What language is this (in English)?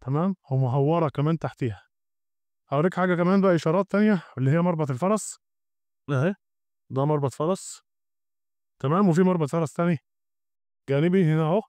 Egyptian Arabic